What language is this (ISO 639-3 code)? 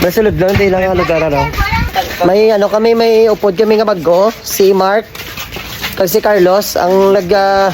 hil